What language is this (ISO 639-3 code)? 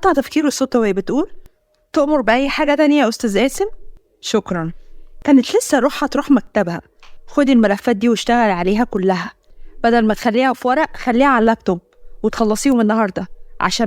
arz